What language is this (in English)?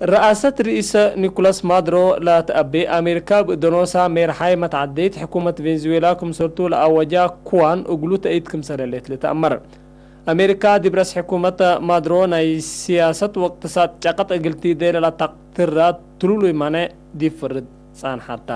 Tigre